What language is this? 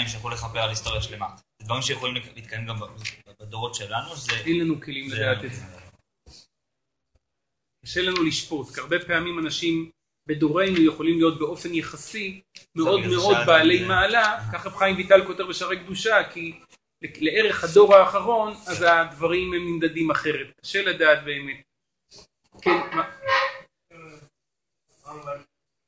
Hebrew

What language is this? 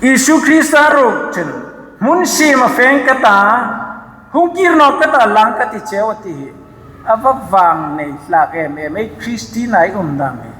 Hmar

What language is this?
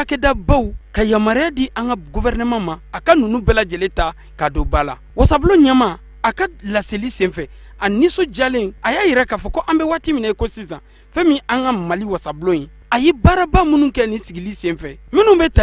Bambara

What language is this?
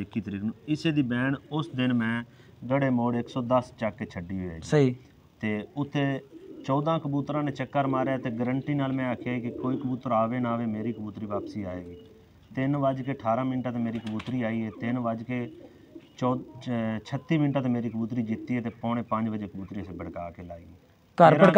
Punjabi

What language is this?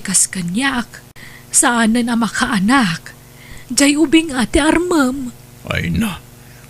Iloko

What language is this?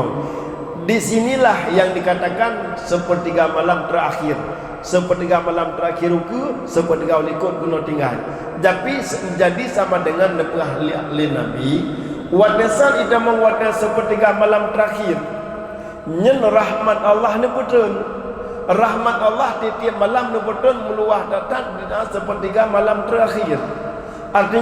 Achinese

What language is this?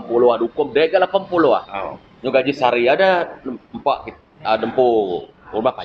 Iban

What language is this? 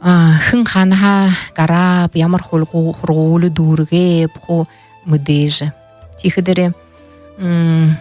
Buriat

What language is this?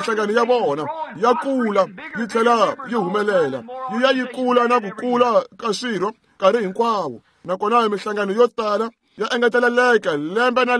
Tsonga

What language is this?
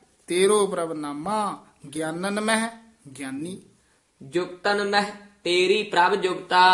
Punjabi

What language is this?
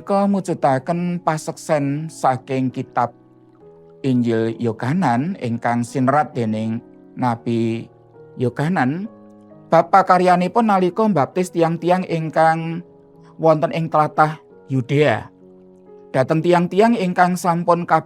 Javanese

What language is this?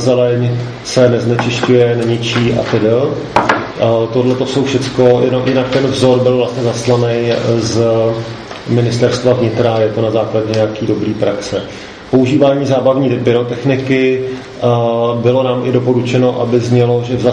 Czech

